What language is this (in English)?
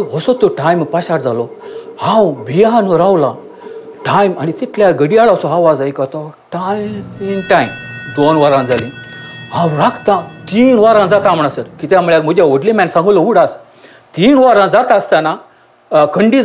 Konkani